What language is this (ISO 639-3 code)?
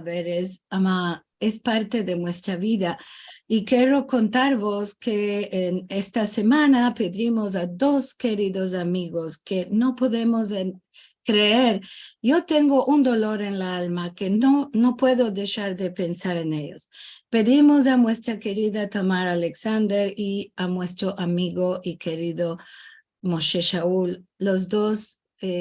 lad